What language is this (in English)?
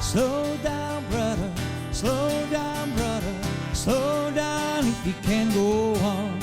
Western Frisian